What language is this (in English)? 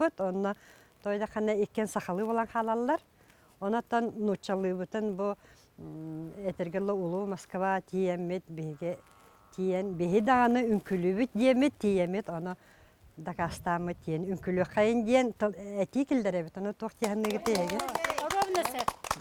Yakut